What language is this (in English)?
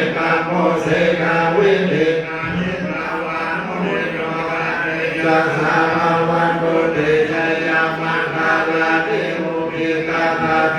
Pali